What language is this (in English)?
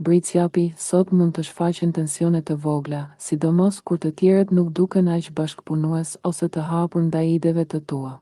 Albanian